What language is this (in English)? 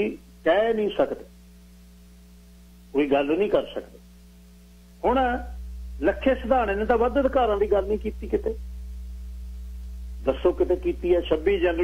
Punjabi